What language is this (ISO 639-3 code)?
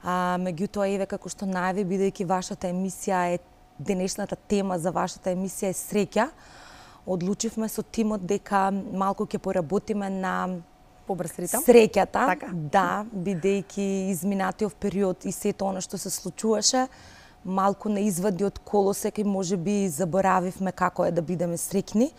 mkd